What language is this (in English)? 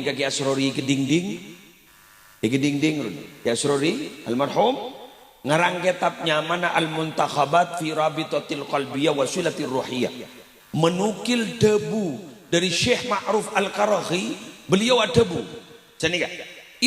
Madurese